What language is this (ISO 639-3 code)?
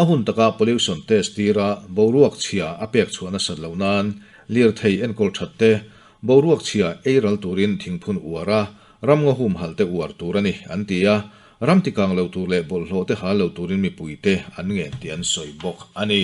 lus